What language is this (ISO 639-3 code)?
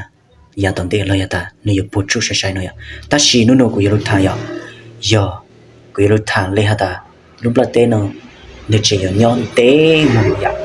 hmn